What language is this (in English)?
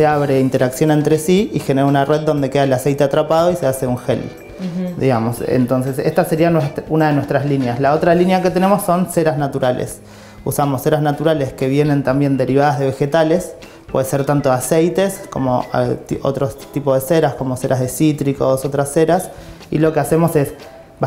Spanish